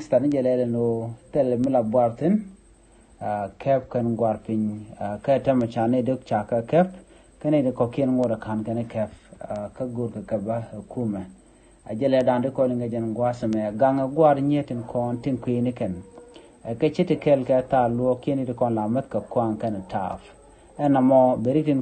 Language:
Nuer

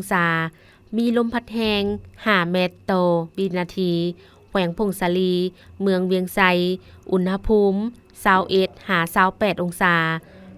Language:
Lao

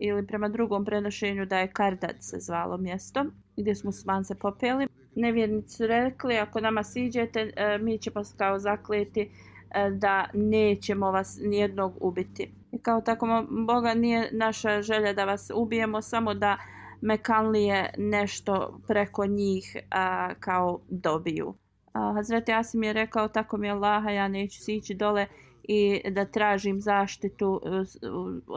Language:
Bosnian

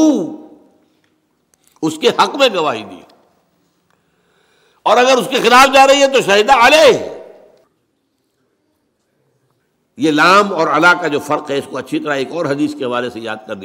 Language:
Urdu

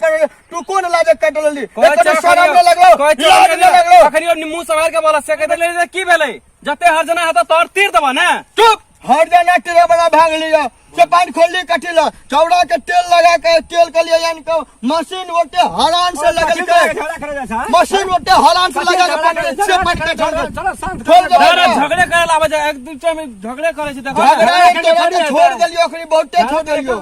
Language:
Maithili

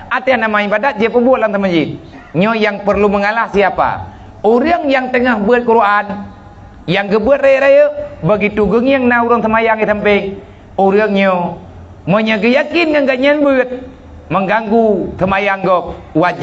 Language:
Achinese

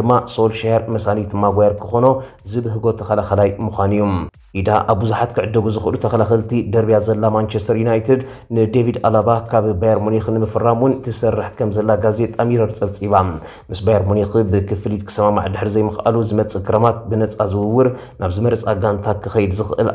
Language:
Tigrinya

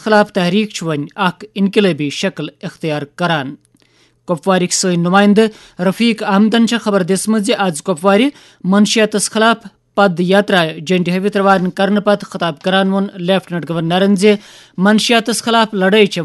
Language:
Kashmiri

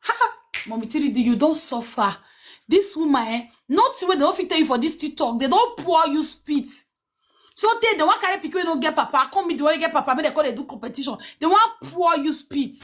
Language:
Nigerian Pidgin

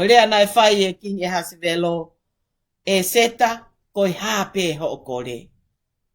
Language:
Tongan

